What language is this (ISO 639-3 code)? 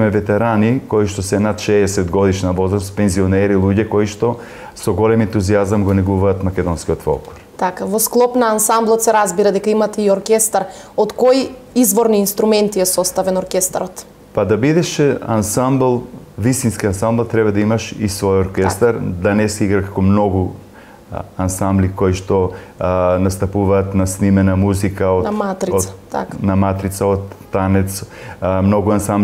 mkd